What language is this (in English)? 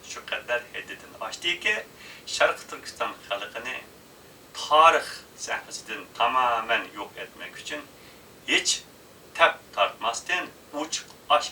Uyghur